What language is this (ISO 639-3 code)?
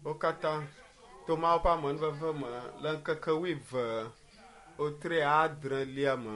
ewe